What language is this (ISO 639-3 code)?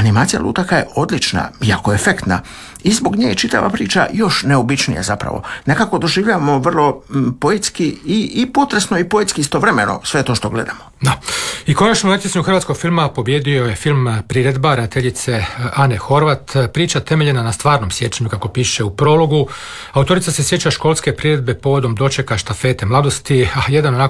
hrv